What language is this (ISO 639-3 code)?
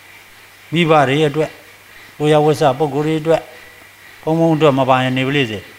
mya